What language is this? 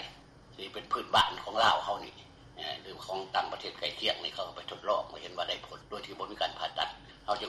Lao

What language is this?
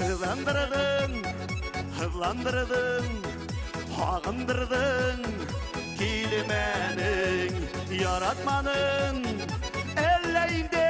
Bashkir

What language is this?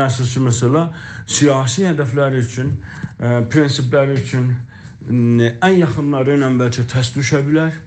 South Azerbaijani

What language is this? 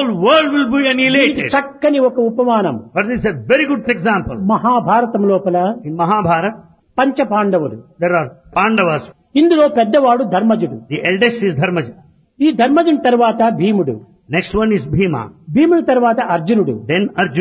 Telugu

